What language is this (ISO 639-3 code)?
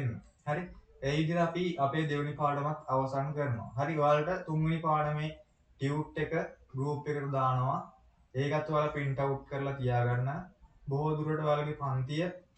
sin